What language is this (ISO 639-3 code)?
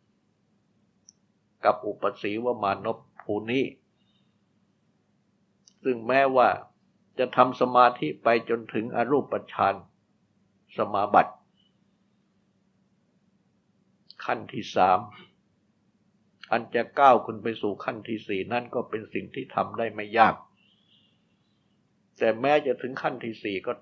tha